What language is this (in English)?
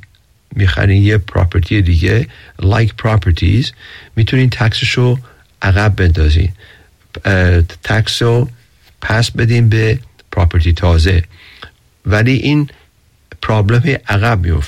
Persian